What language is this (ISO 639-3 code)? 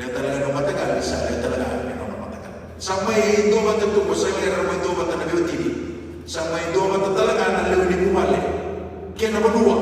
fij